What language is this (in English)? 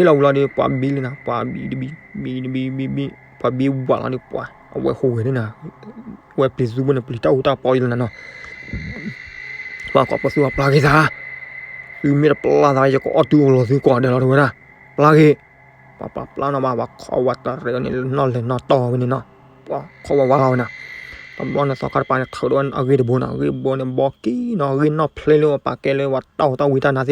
S'gaw Karen